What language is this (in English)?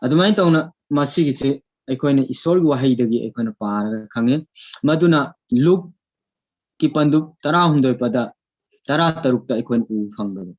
Manipuri